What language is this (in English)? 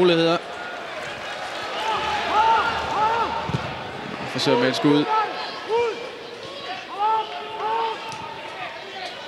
Danish